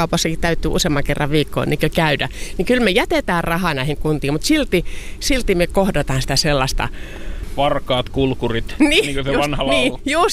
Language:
Finnish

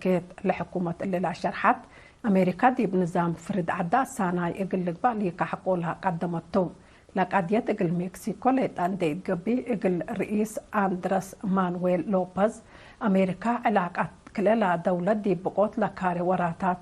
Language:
Tigre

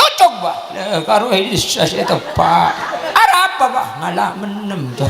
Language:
Madurese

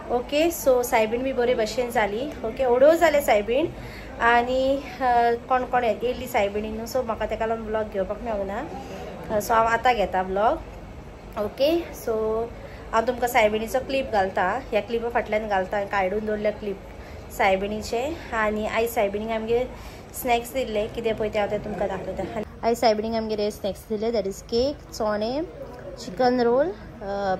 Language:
Konkani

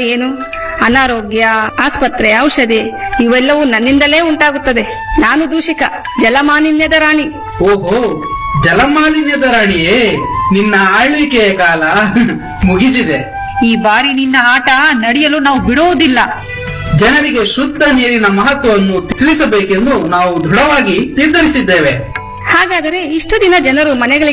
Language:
Kannada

